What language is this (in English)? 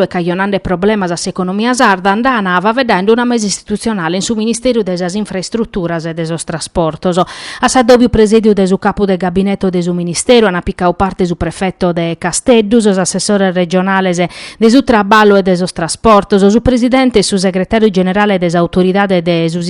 Sardinian